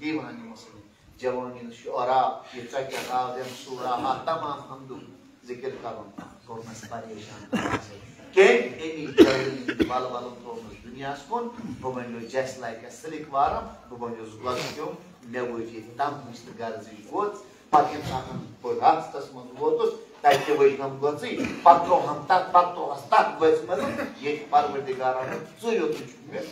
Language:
Kashmiri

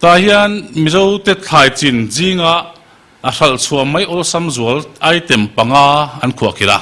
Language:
Mizo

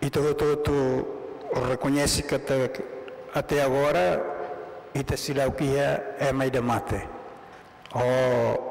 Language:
Tetum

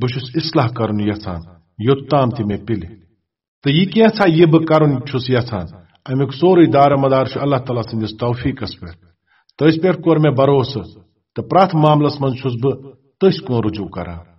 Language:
Kashmiri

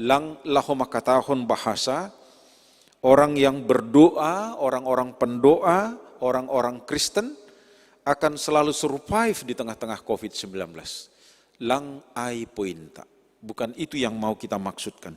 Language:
Batak Simalungun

